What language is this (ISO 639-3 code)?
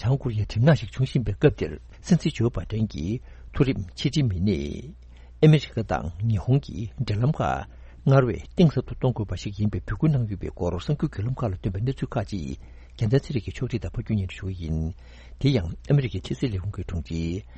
bod